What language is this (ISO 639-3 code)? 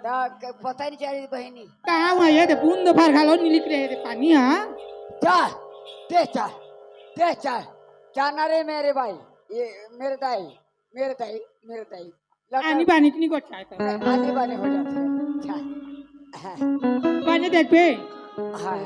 hne